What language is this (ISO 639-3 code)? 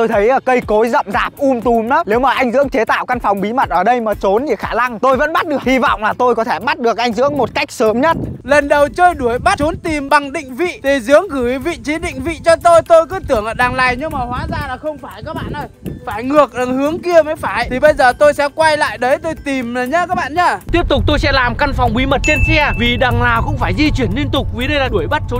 vie